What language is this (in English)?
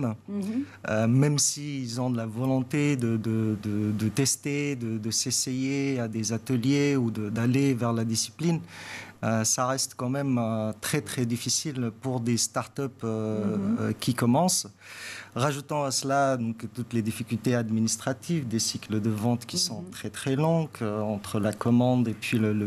French